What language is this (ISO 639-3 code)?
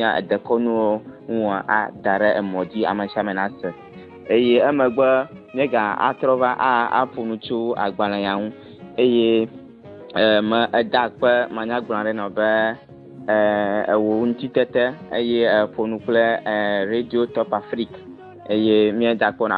ewe